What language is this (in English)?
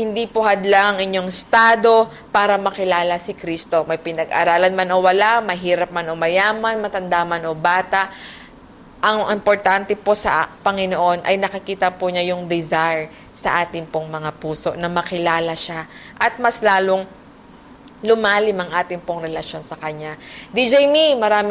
Filipino